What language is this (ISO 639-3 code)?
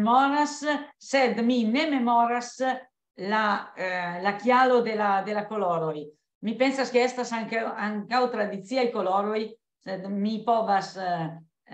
epo